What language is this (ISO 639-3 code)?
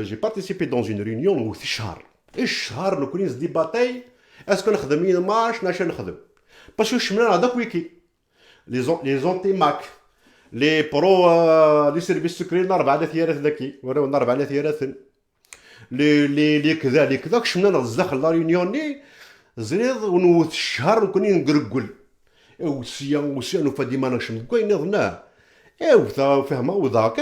kab